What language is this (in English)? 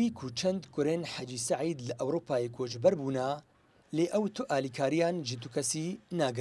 Kurdish